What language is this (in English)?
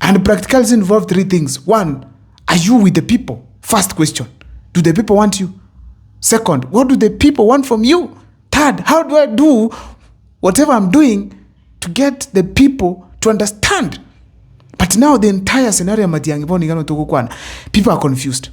Gusii